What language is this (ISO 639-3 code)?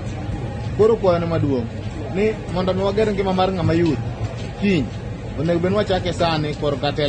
luo